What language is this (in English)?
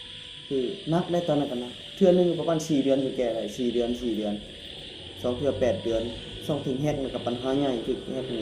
Northeastern Thai